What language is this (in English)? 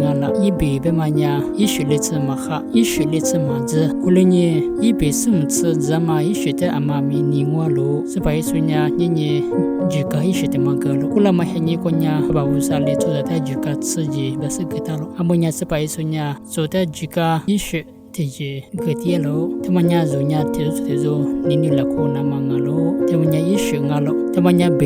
Lisu